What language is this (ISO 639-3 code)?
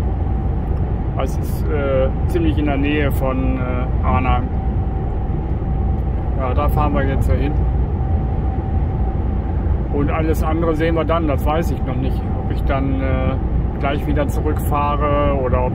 deu